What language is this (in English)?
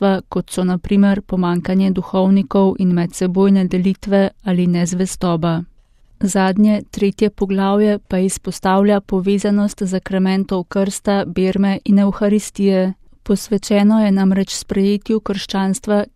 Slovenian